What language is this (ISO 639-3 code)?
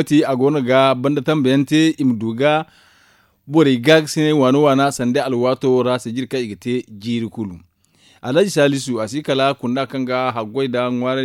dje